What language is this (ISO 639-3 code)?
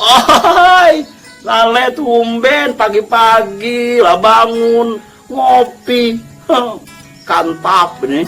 mui